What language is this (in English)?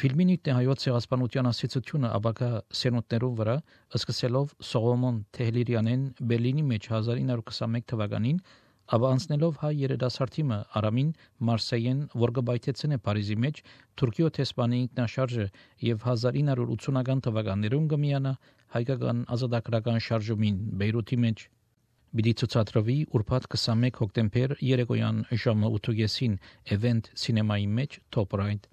Armenian